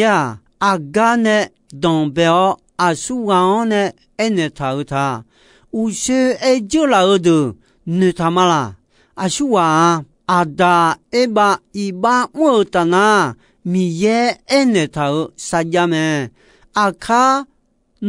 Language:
Akha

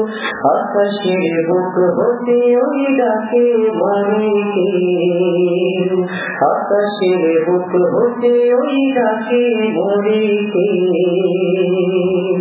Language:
Bangla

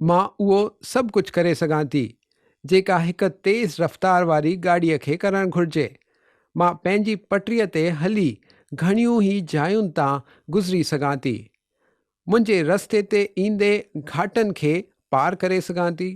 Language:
Sindhi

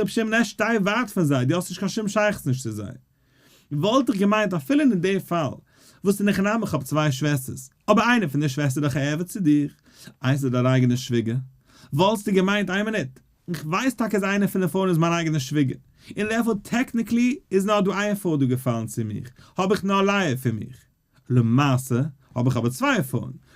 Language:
Yiddish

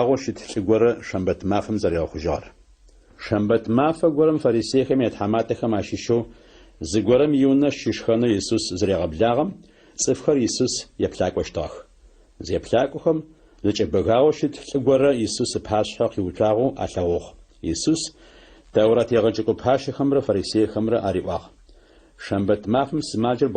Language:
Adyghe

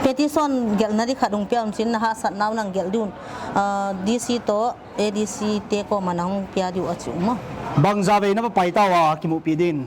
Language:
Paite Chin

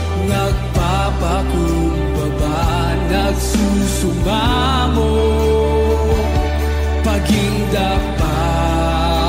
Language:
Filipino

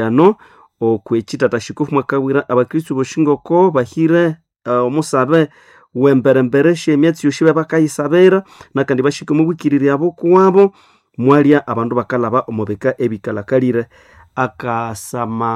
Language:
Nande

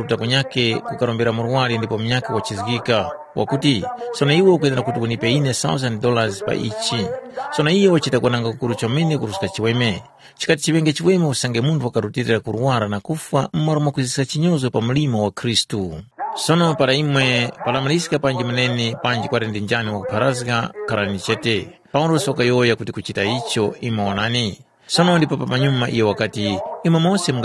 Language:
Tumbuka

